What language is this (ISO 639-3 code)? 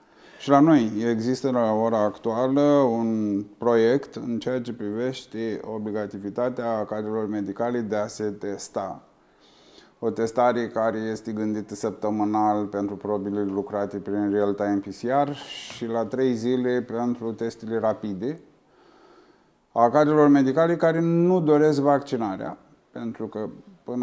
ron